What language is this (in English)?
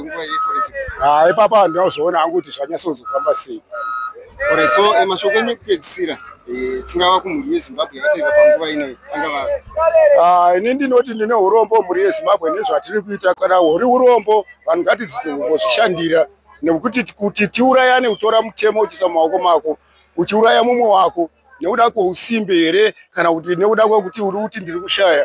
Shona